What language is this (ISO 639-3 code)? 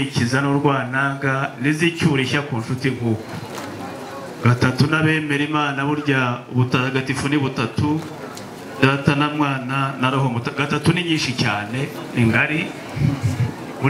kin